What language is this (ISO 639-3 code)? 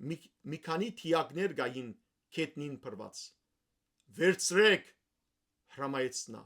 hyw